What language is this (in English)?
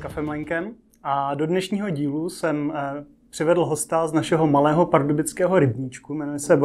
Czech